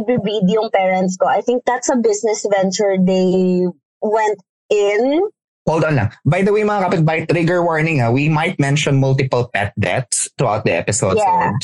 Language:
Filipino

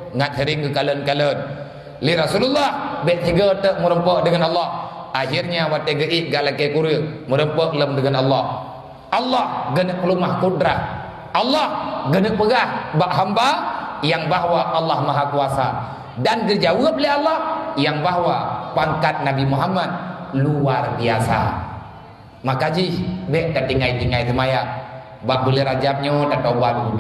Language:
Achinese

